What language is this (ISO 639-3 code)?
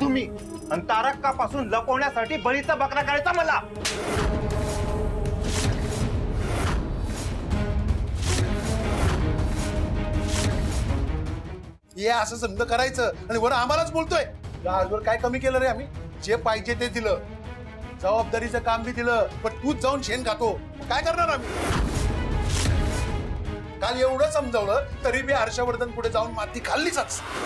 mar